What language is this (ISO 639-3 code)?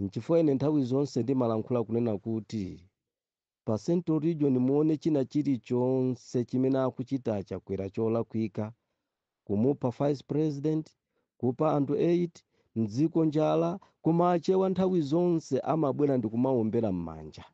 nya